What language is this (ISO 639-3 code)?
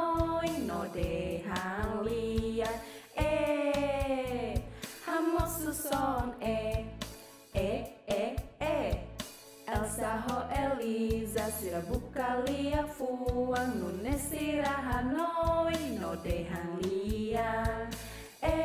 tet